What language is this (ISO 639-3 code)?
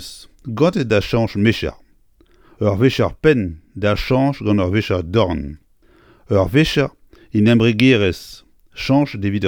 bre